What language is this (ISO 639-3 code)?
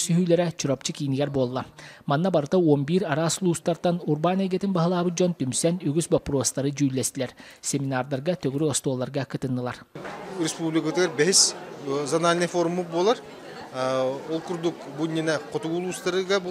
sah